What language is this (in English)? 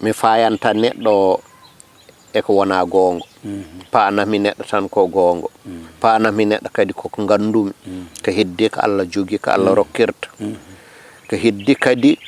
Fula